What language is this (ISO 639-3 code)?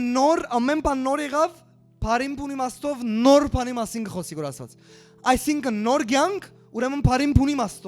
hyw